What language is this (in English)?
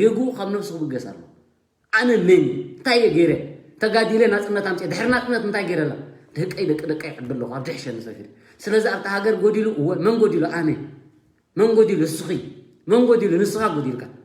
Tigrinya